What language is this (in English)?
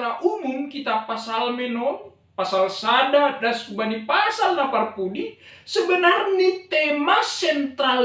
Batak Simalungun